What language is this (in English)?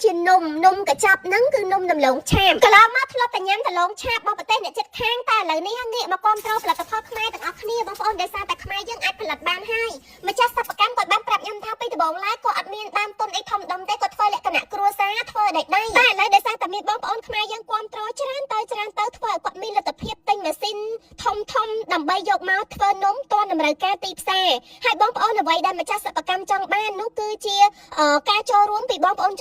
Khmer